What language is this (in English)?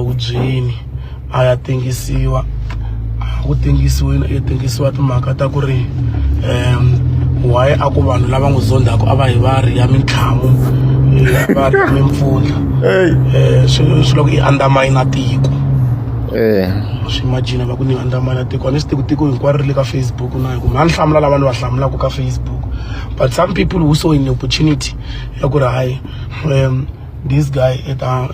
Tsonga